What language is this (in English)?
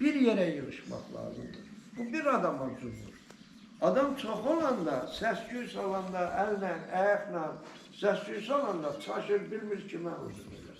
Azerbaijani